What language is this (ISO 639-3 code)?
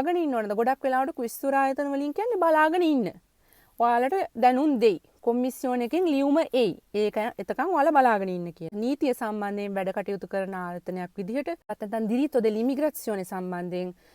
sin